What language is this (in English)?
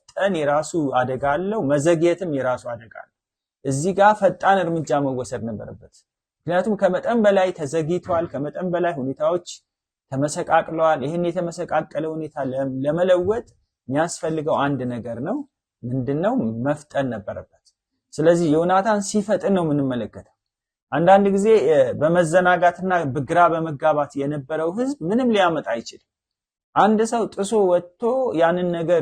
Amharic